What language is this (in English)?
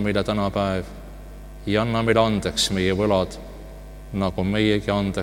Estonian